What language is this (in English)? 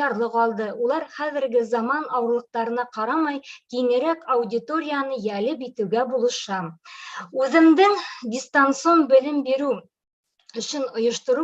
Bashkir